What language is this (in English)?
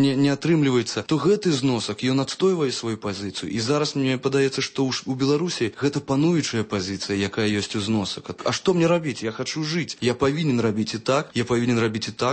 Belarusian